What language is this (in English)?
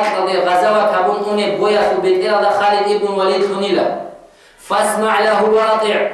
Avaric